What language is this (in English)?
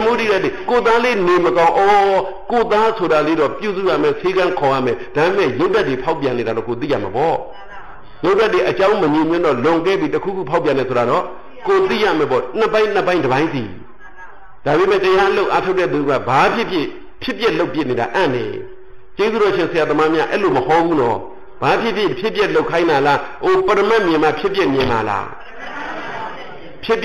Burmese